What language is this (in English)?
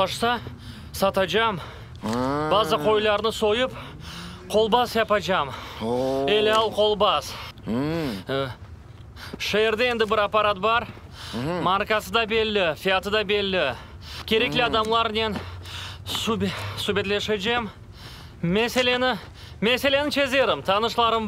Crimean Tatar